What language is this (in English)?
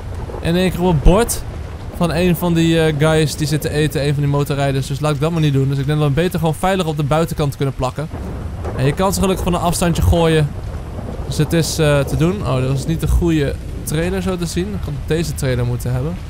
Dutch